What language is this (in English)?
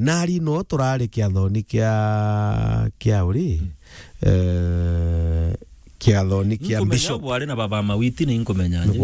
Meru